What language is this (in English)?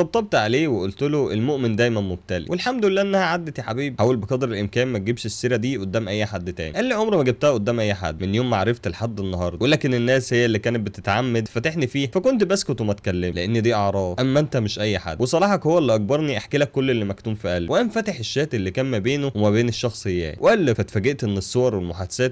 Egyptian Arabic